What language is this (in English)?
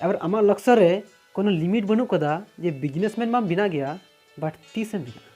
Santali